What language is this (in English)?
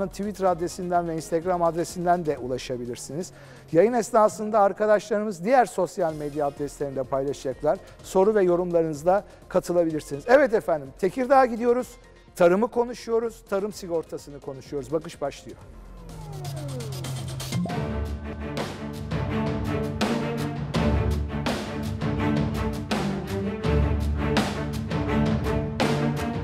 Turkish